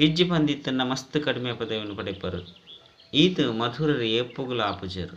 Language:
Tulu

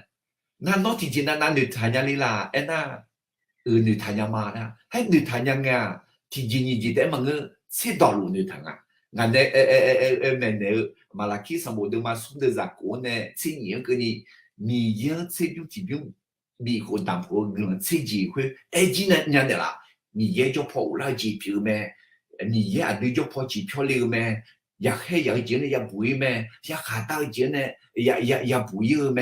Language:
Akha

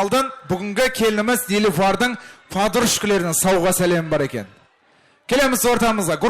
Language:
Kara-Kalpak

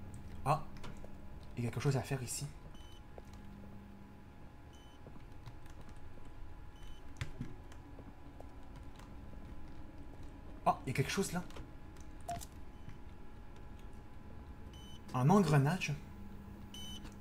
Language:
French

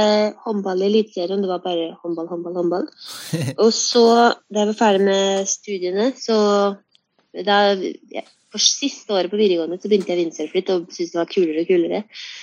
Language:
Norwegian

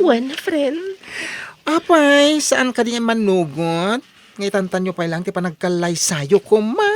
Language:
Iloko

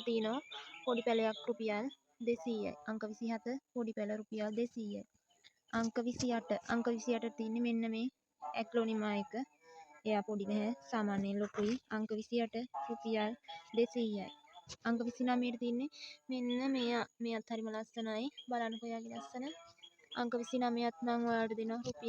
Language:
Sinhala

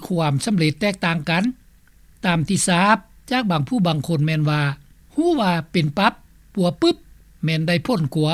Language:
Lao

